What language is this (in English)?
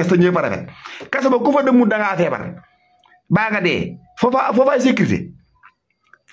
Wolof